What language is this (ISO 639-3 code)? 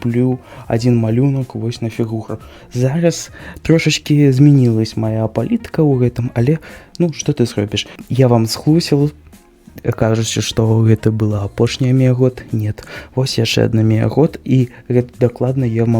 bel